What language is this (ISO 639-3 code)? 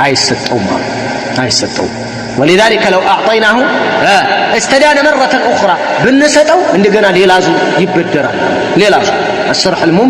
amh